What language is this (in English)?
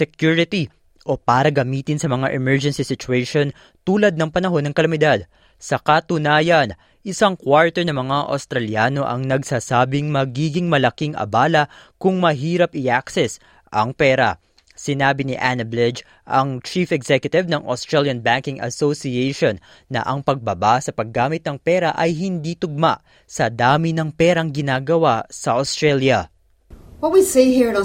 Filipino